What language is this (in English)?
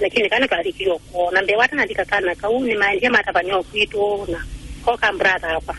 Kamba